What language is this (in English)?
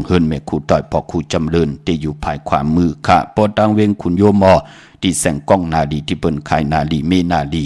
Shan